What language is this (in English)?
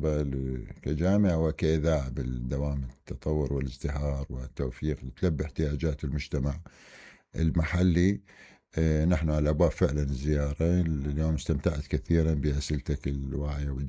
Mesopotamian Arabic